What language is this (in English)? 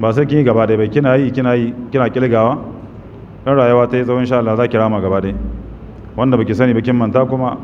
Hausa